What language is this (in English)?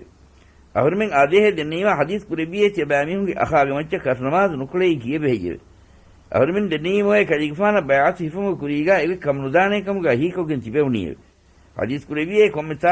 Divehi